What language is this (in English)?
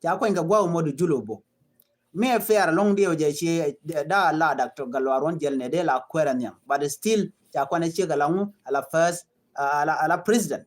Nuer